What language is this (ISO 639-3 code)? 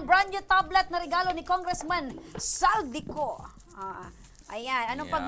bik